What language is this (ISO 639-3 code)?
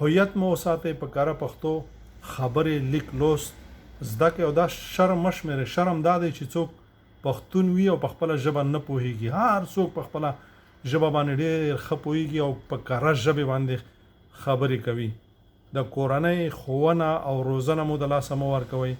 pus